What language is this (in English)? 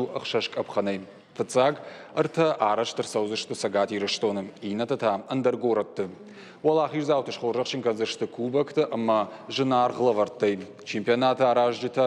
Ossetic